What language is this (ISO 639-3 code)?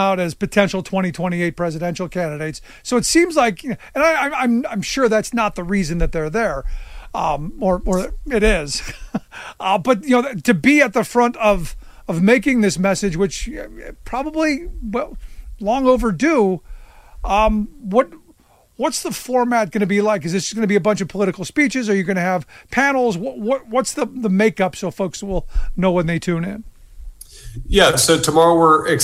eng